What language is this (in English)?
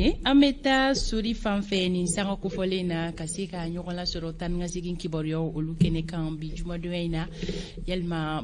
Bambara